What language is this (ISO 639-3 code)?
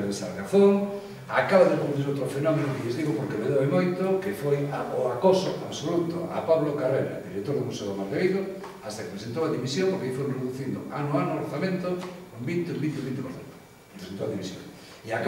glg